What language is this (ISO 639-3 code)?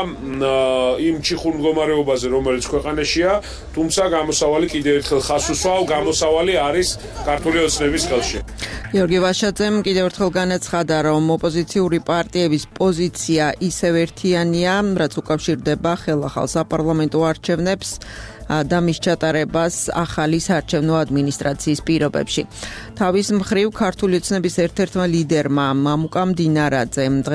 kat